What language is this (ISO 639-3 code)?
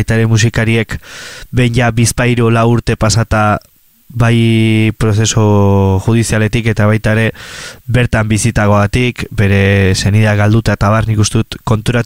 eus